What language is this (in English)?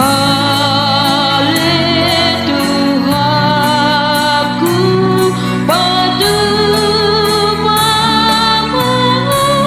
Batak Toba